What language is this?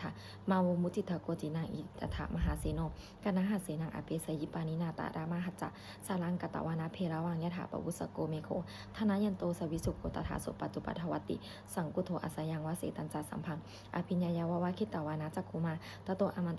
Pali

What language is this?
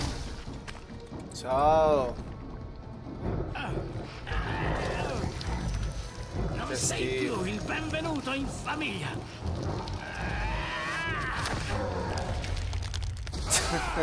Italian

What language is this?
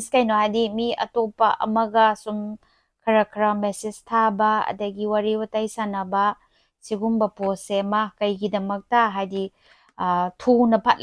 Manipuri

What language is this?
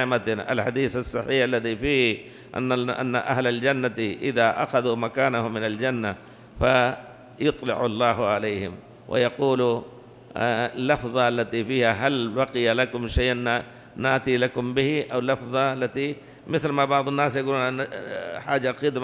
Arabic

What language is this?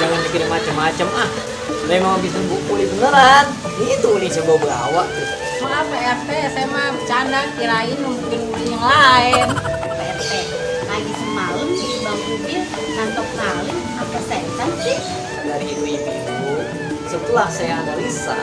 Betawi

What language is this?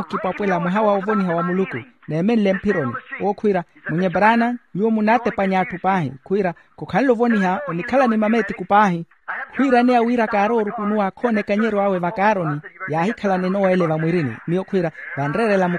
Makhuwa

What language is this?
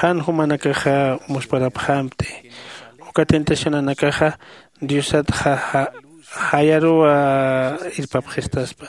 Aymara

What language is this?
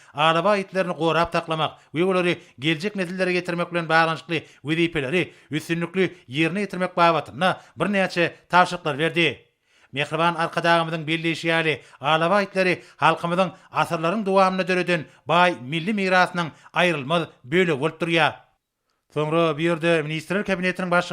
Turkmen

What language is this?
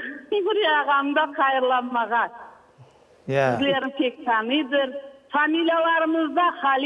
Crimean Tatar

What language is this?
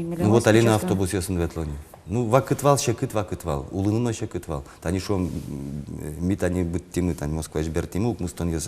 Udmurt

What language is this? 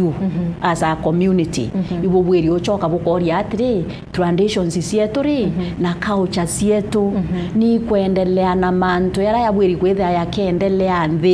Meru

